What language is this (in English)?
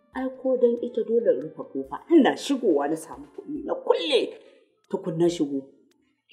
Hausa